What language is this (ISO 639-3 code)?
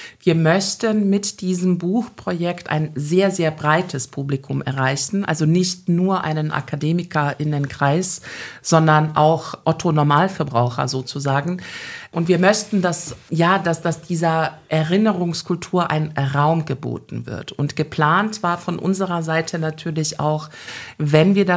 deu